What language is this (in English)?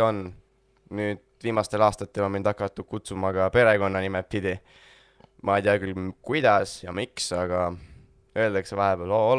Estonian